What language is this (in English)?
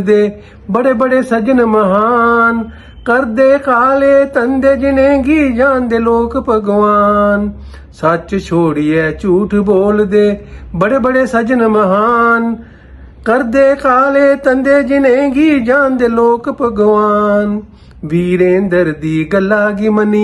Dogri